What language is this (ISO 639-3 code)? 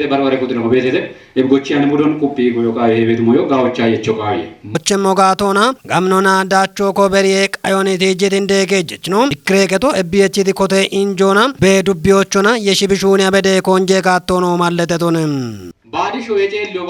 kbr